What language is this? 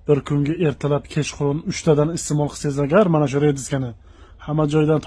Uzbek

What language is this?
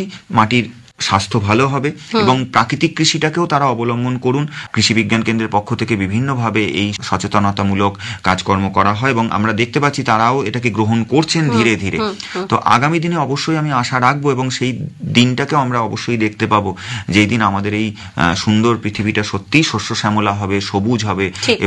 Bangla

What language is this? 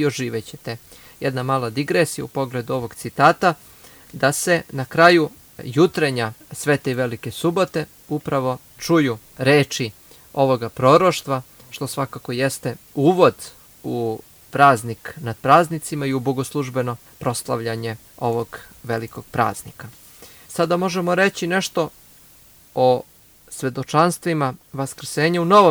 Serbian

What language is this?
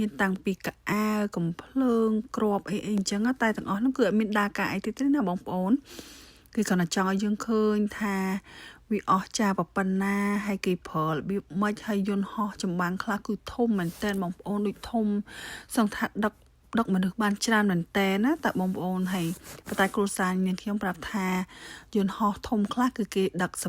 Khmer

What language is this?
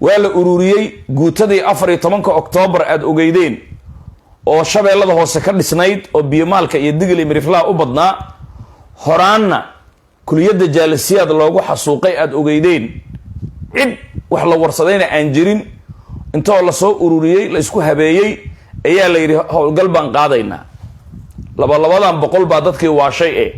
Somali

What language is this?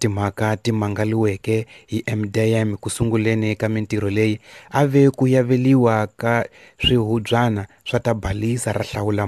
Tsonga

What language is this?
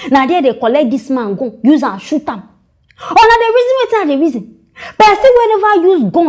Nigerian Pidgin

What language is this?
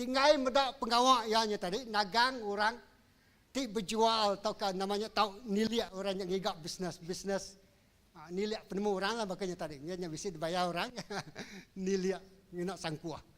Iban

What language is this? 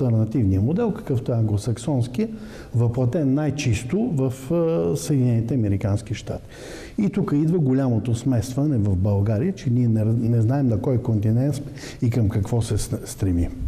Bulgarian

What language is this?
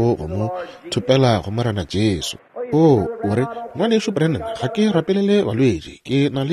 Northern Sotho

